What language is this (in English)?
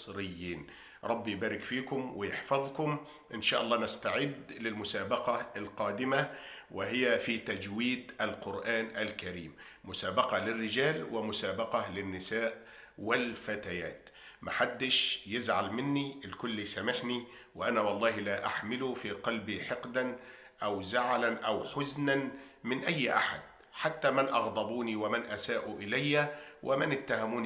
Egyptian Arabic